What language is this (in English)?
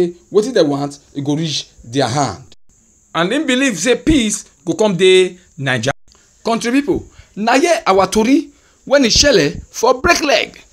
Nigerian Pidgin